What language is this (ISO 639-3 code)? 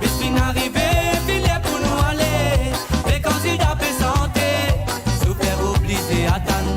mfe